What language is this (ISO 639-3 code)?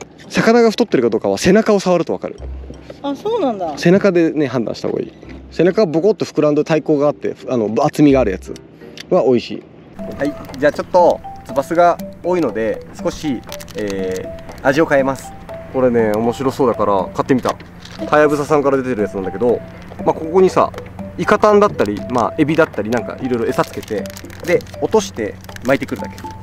jpn